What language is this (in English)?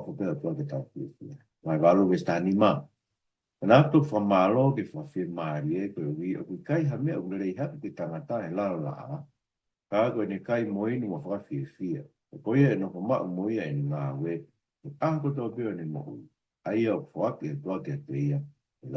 Tongan